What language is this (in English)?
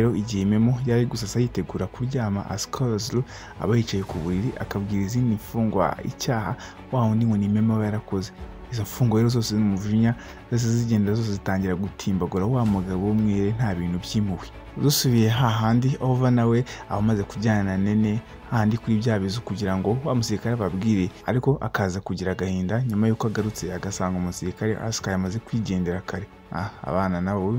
Kinyarwanda